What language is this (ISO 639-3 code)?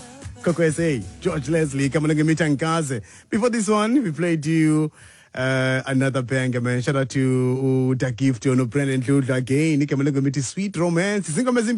xho